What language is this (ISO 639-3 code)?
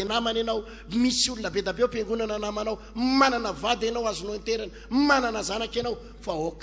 mlg